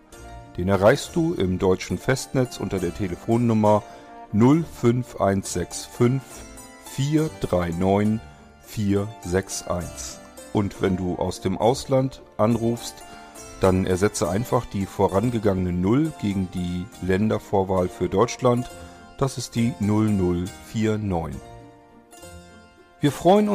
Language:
German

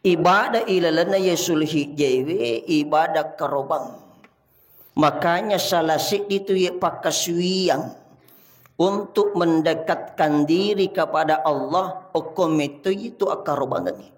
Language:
Buginese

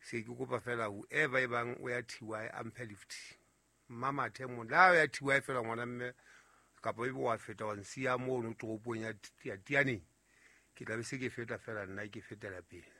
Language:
Southern Sotho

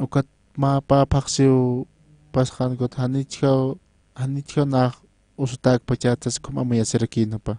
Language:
Aymara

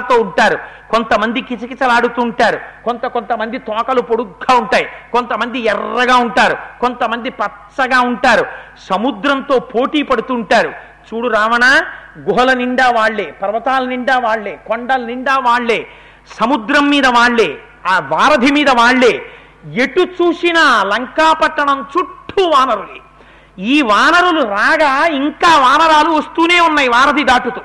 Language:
Telugu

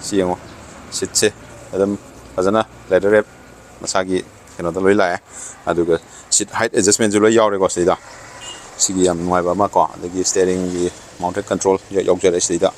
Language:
Manipuri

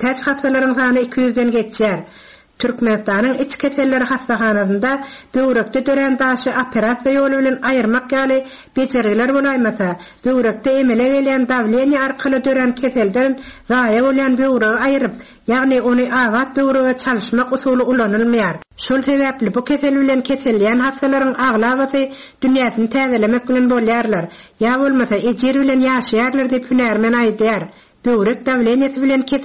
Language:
Turkmen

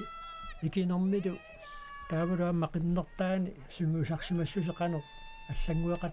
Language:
Kalaallisut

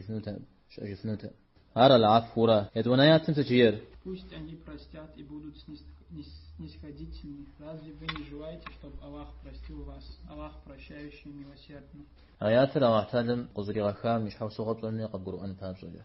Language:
Kabardian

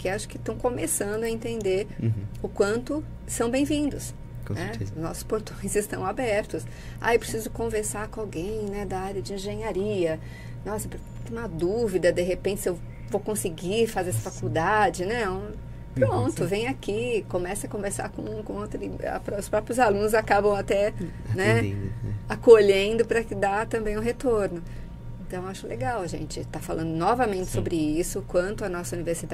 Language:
Portuguese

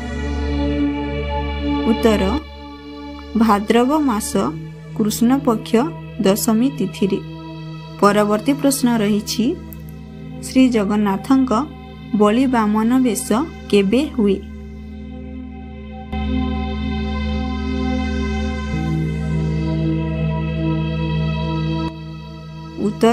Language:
Odia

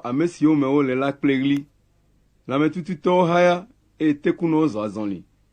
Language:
Ewe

